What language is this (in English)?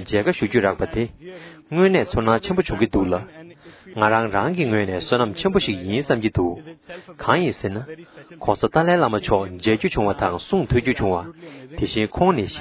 Tibetan